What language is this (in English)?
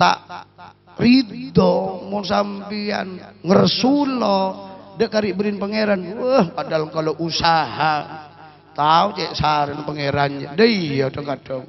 Madurese